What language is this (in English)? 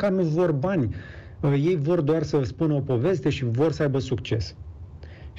Romanian